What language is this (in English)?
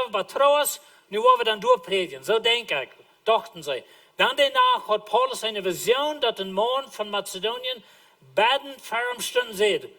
Plautdietsch